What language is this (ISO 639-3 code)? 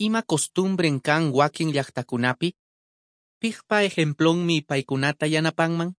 que